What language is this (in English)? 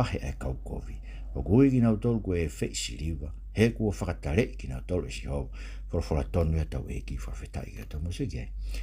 Tongan